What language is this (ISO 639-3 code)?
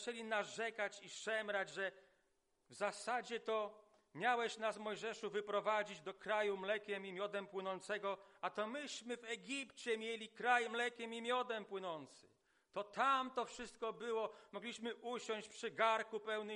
pol